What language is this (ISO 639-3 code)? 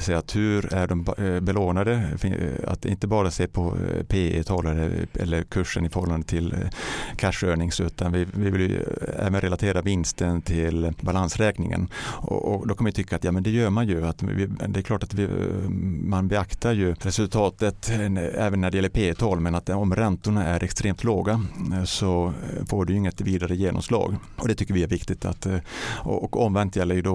swe